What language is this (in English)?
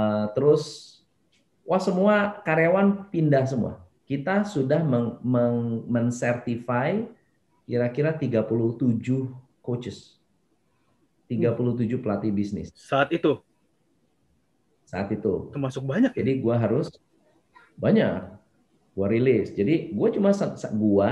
Indonesian